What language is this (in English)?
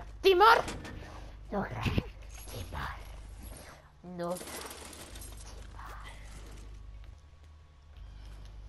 Swedish